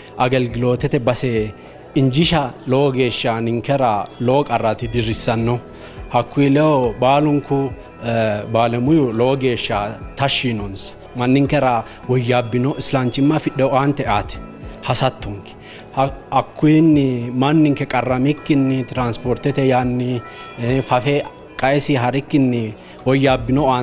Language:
Sidamo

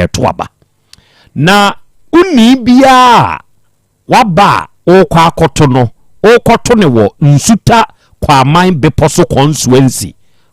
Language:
Akan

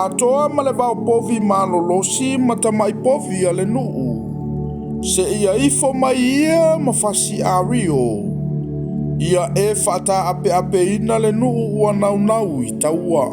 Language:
Samoan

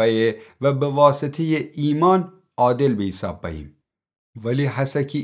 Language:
Gilaki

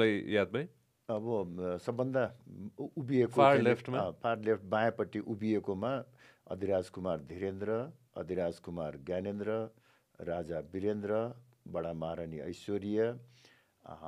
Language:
Nepali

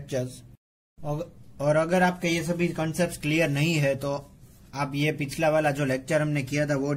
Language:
Hindi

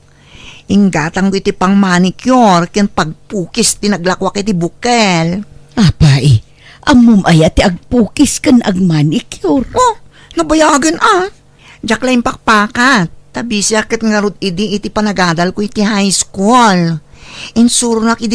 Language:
Iloko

